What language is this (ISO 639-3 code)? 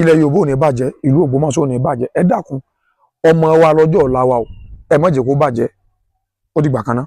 yor